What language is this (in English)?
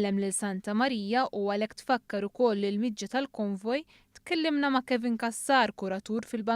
Maltese